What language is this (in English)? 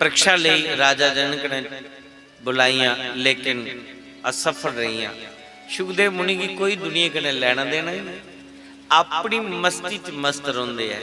Dogri